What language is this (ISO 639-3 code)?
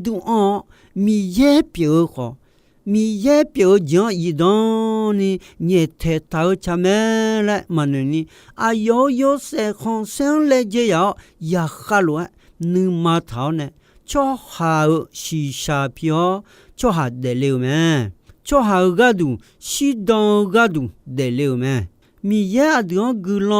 ahk